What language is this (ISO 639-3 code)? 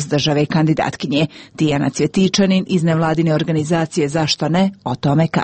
hrv